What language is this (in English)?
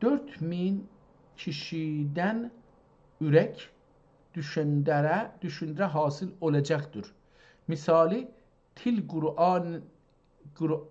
South Azerbaijani